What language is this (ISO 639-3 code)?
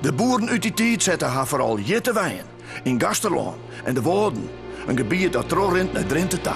fry